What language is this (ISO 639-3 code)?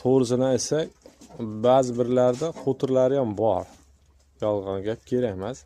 uzb